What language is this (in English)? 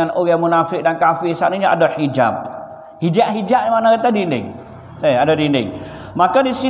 Malay